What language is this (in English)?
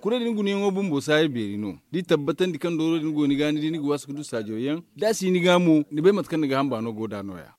Zarma